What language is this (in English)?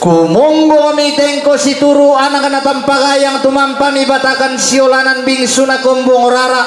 Toraja-Sa'dan